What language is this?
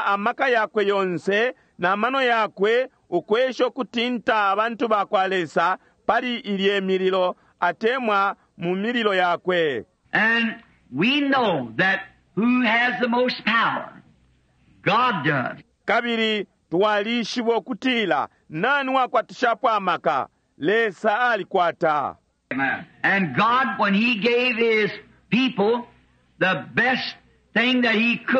Bemba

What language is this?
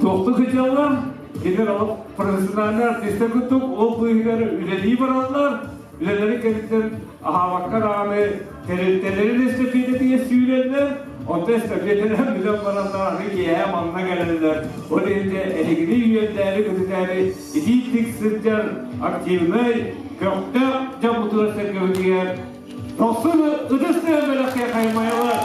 Yakut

